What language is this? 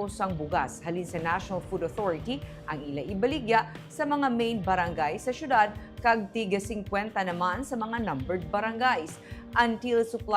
Hiligaynon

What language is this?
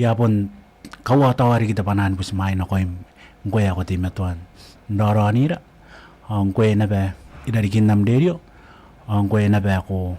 Gilbertese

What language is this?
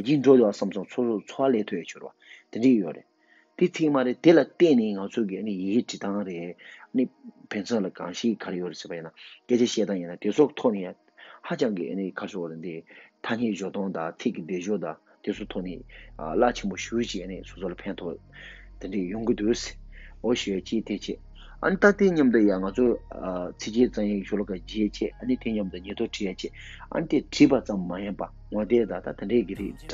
Tibetan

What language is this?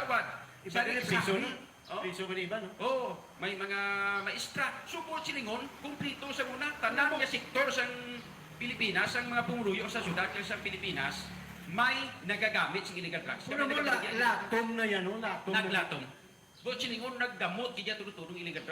Hiligaynon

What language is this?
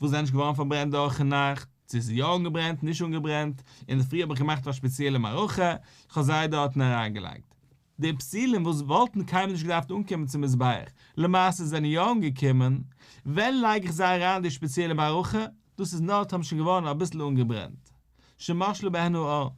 Yiddish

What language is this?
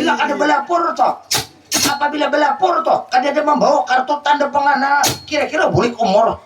Banjar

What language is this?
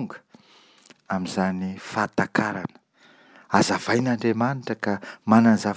Malagasy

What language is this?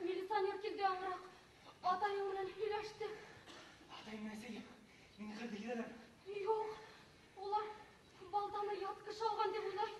Bashkir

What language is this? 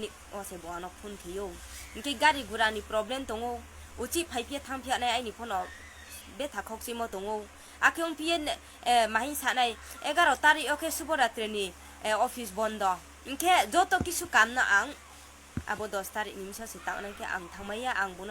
Riang (India)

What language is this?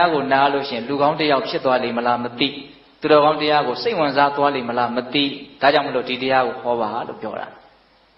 Burmese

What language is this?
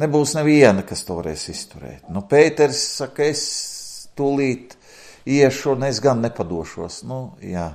Latvian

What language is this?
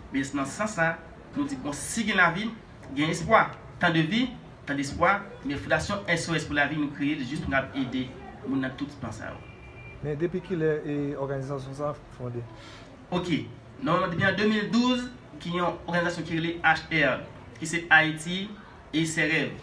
Haitian Creole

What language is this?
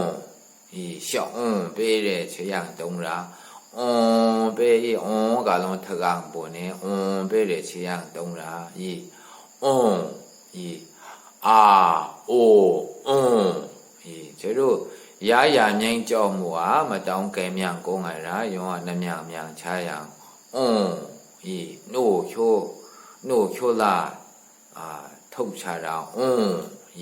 Maru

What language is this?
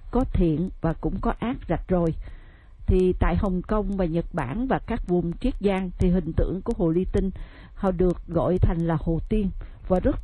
Vietnamese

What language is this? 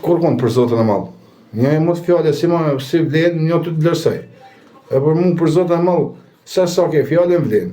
Albanian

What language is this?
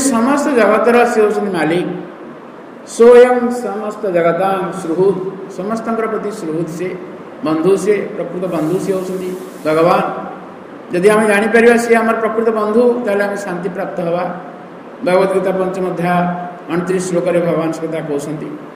Odia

